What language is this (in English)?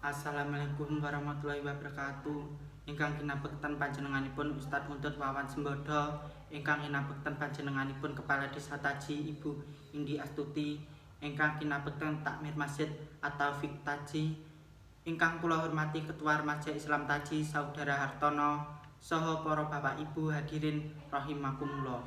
Javanese